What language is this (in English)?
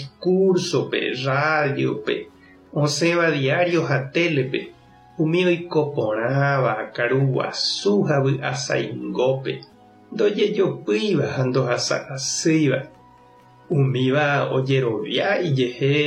Guarani